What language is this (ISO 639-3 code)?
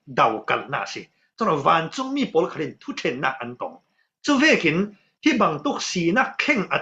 cfm